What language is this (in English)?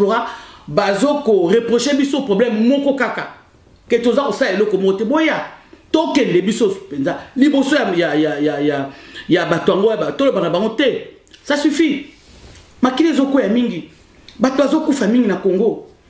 Lingala